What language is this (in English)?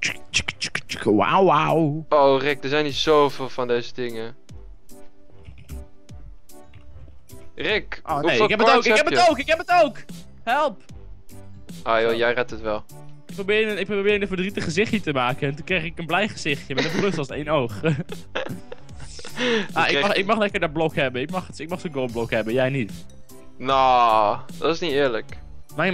Dutch